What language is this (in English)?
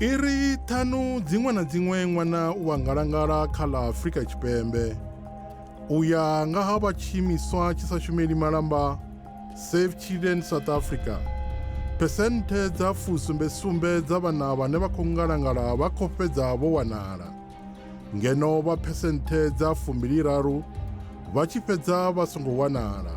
Venda